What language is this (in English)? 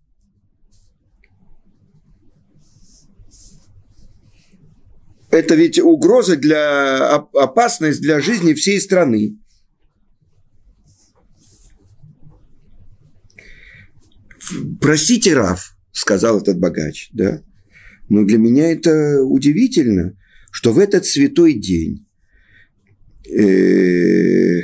Russian